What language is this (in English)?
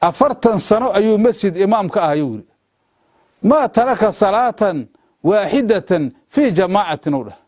Somali